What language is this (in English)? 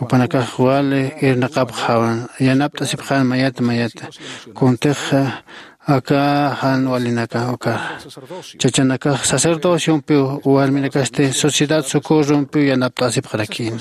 Aymara